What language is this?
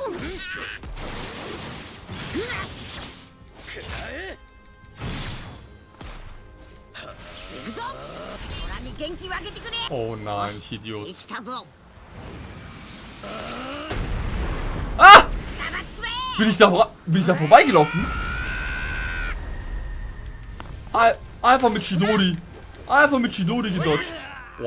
German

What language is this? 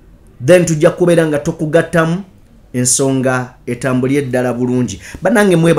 Ganda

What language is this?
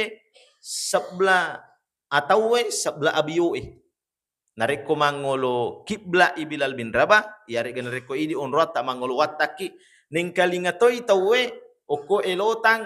Buginese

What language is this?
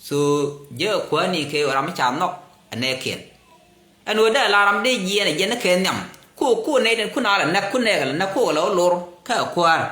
Nuer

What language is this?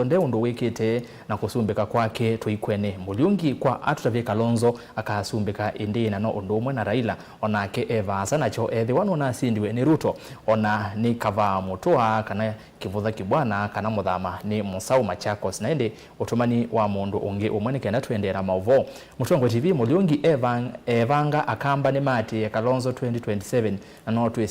Kamba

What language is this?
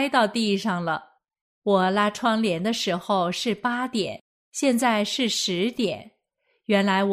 Chinese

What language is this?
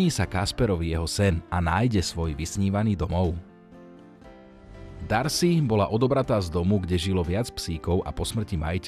Slovak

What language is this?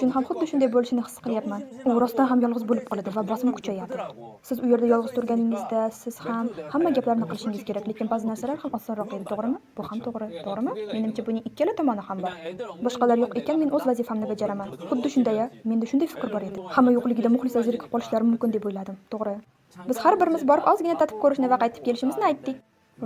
Uzbek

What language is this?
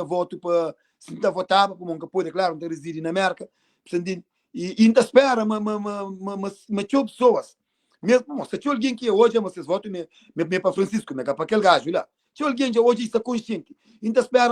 Kabuverdianu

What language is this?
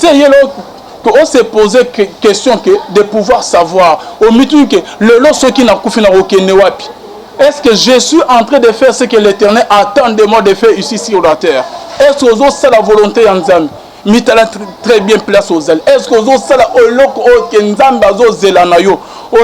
Lingala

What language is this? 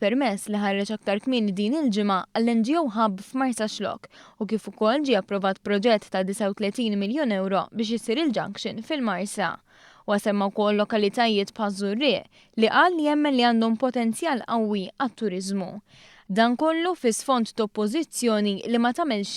Maltese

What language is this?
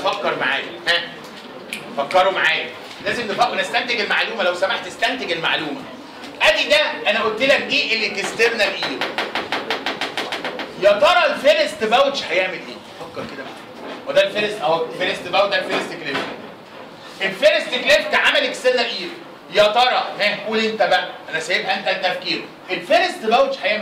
Egyptian Arabic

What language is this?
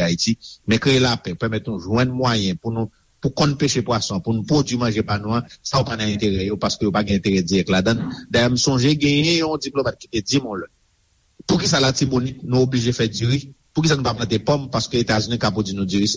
Haitian Creole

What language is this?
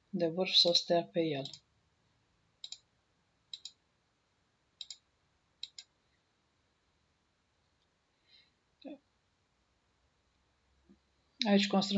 Romanian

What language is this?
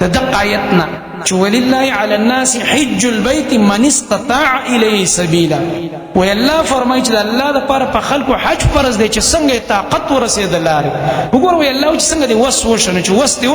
Pashto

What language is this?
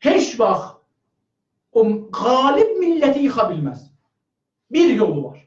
South Azerbaijani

